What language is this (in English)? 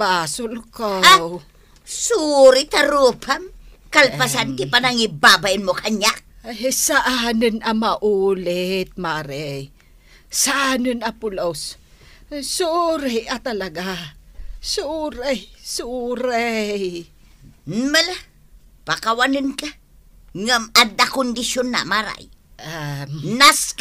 Iloko